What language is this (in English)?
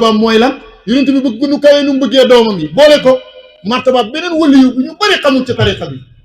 Wolof